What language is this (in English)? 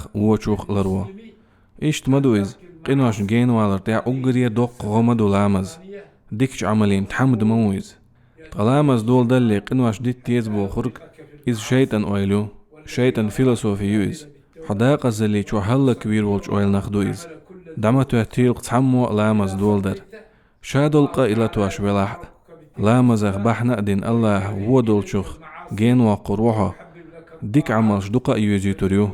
Chechen